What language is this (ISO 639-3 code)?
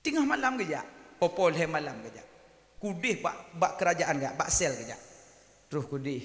ace